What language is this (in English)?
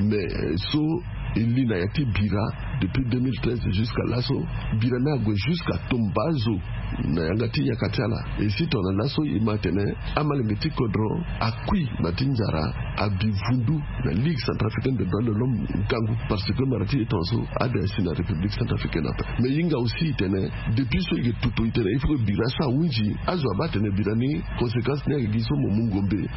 Sango